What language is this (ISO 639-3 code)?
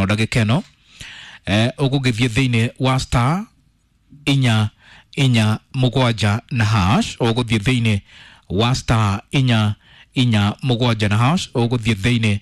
kik